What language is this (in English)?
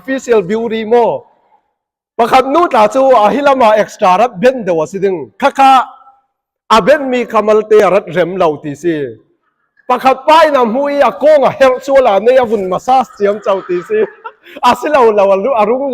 Falam Chin